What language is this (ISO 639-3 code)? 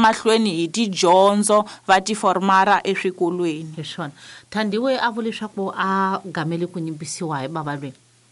tso